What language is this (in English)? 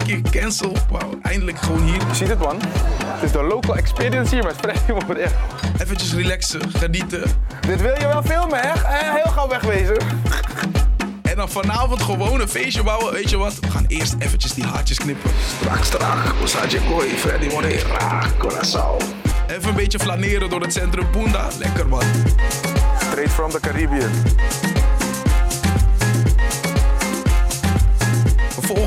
Dutch